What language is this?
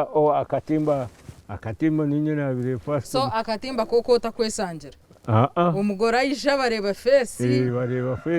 Nyankole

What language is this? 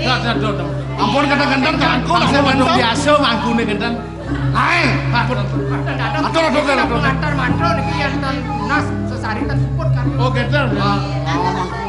Balinese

